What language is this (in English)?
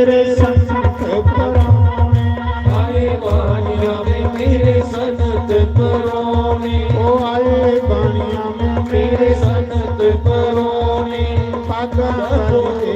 Dogri